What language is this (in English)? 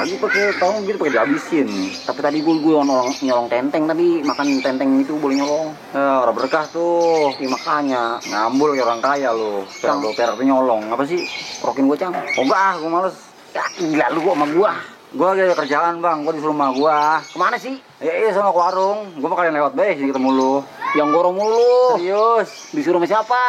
Betawi